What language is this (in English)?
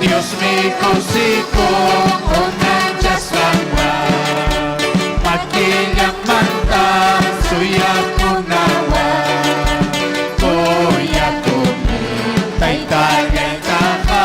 Ayacucho Quechua